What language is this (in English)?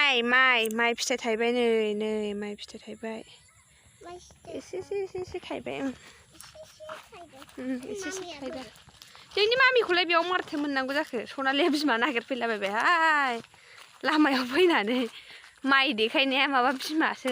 Bodo